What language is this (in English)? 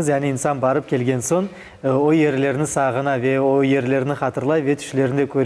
Crimean Tatar